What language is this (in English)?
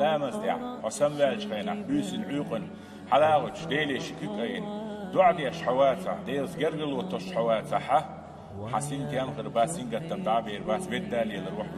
Chechen